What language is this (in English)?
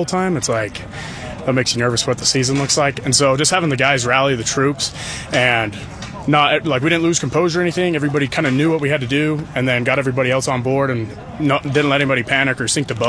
English